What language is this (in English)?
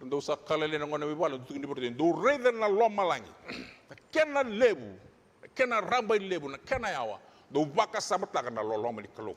Fijian